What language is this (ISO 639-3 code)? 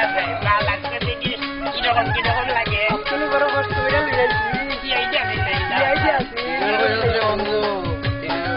syl